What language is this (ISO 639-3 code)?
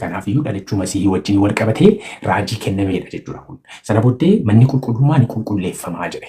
orm